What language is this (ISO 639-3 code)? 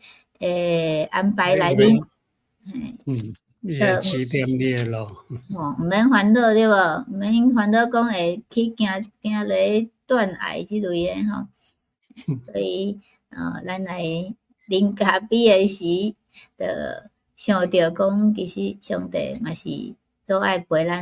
nan